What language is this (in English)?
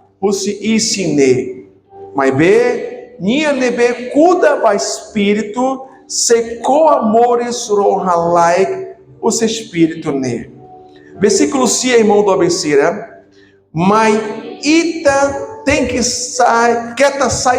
Tetum